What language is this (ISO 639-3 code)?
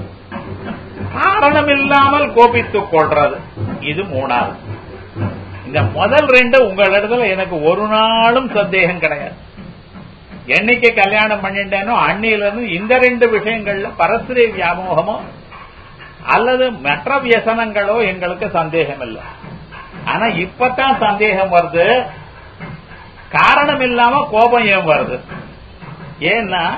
tam